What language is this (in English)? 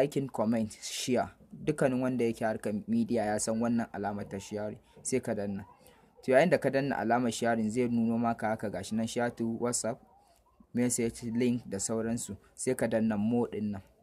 Hausa